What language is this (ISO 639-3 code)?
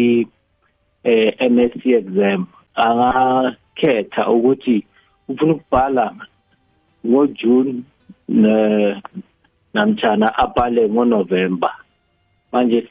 nbl